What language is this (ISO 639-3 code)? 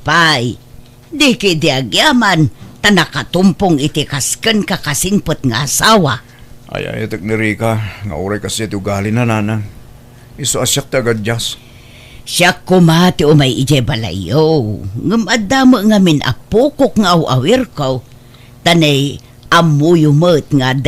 ilo